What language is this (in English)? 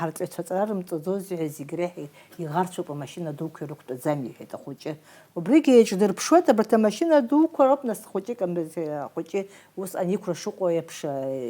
Abkhazian